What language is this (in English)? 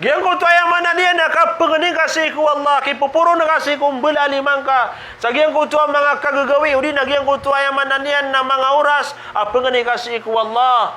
Maranao